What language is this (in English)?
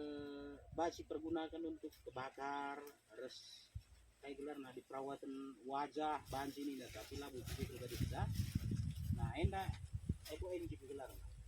Batak Karo